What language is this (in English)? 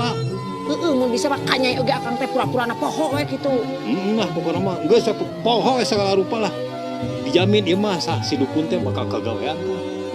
Sundanese